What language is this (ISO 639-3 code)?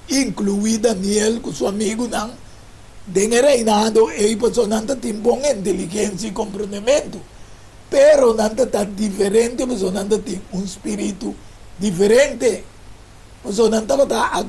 pap